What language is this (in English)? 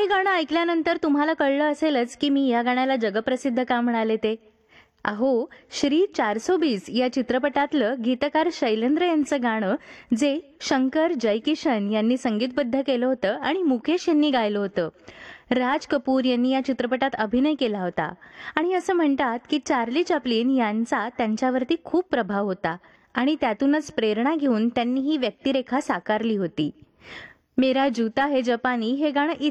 Marathi